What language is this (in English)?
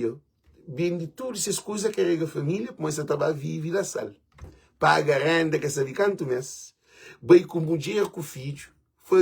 Kabuverdianu